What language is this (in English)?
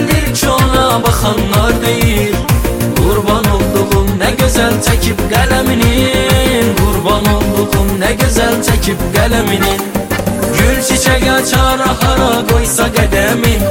Turkish